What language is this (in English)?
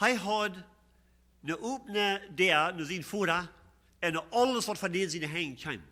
Plautdietsch